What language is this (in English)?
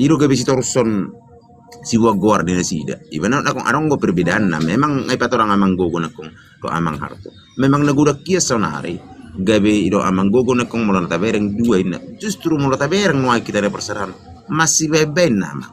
Batak Toba